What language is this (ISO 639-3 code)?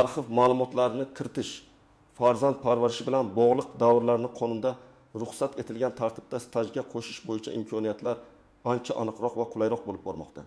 uzb